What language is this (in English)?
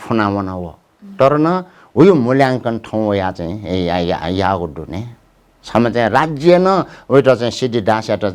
Newari